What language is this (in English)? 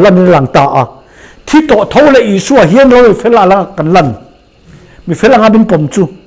Mizo